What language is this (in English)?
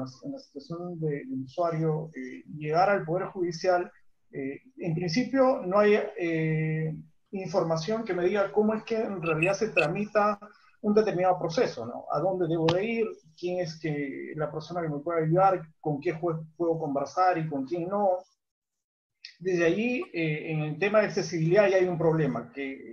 Spanish